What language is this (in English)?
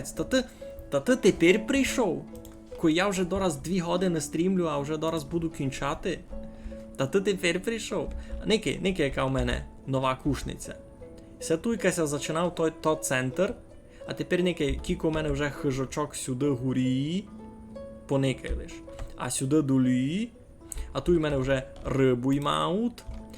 Rusyn